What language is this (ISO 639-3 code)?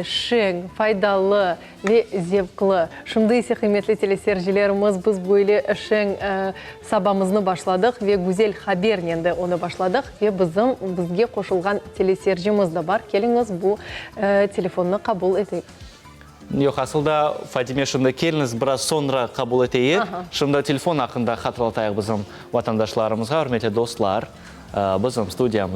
crh